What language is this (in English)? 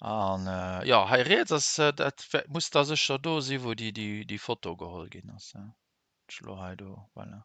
Luxembourgish